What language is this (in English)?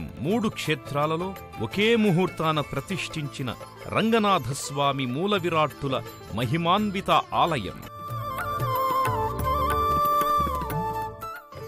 Telugu